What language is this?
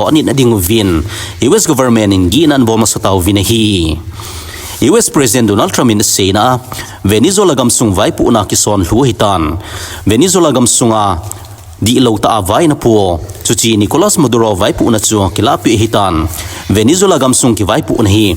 Thado Chin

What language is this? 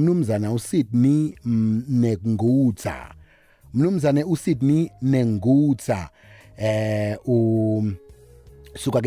South Ndebele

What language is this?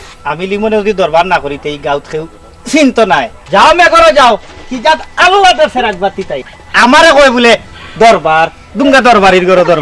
Sylheti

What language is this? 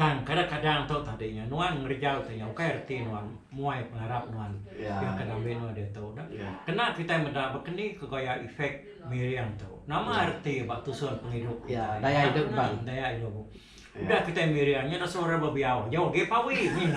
Iban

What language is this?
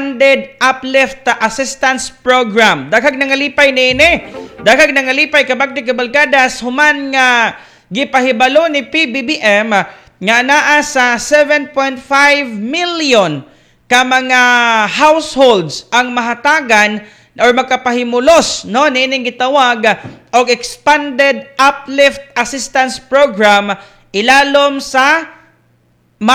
Cebuano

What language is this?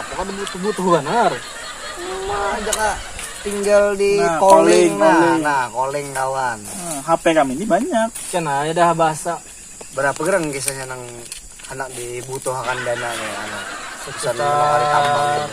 Banjar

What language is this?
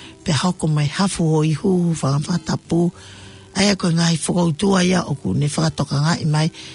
Tongan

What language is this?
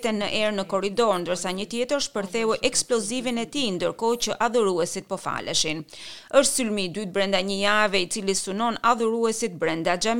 Albanian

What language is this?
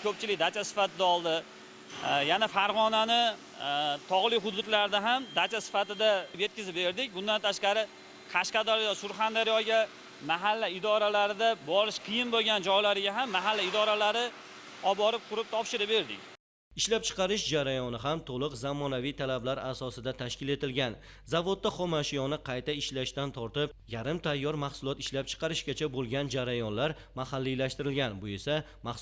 Uzbek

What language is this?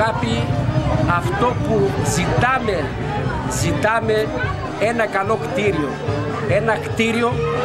Greek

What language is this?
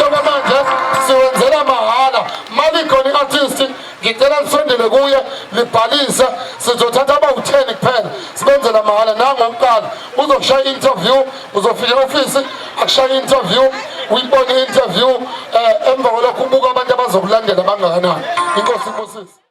Zulu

